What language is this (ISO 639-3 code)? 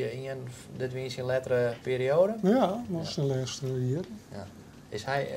fry